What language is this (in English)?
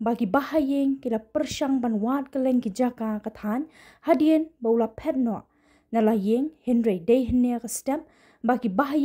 Khasi